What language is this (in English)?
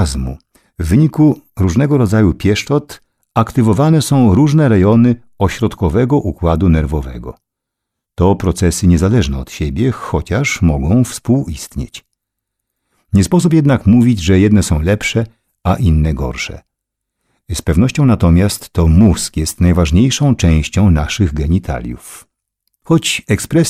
Polish